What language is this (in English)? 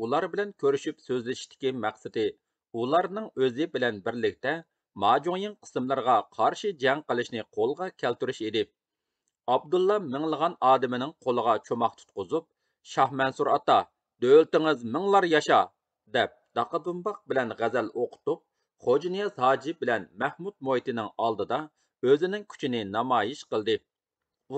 Uyghur